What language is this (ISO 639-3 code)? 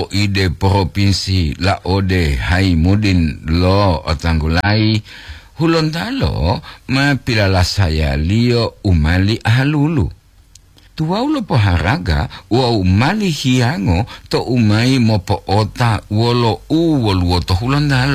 gor